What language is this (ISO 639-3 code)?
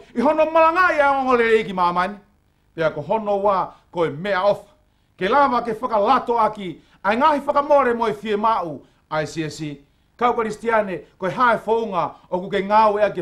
ton